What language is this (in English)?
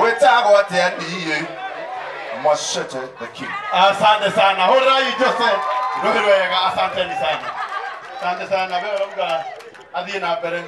Kikuyu